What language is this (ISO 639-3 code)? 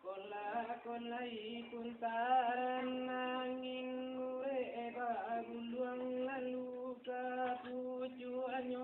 min